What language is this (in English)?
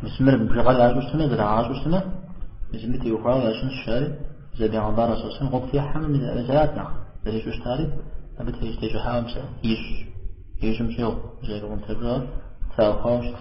Kabardian